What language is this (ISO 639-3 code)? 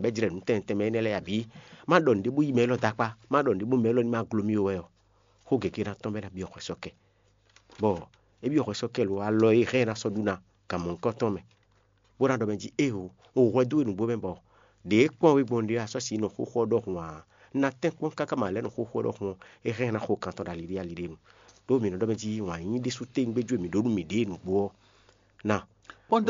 fon